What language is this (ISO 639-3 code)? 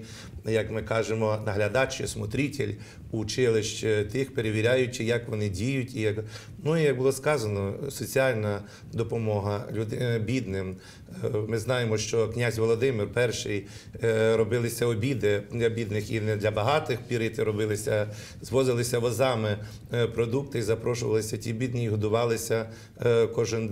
ukr